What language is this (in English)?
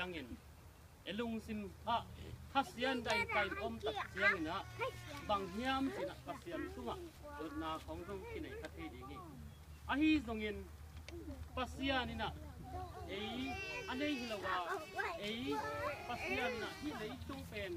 Tedim Chin